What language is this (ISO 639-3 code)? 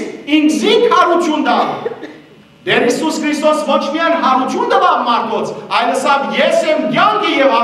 hyw